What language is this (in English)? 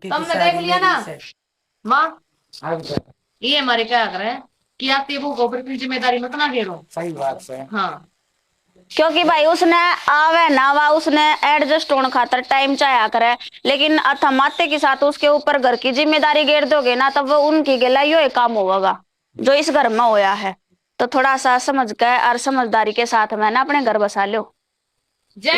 Haryanvi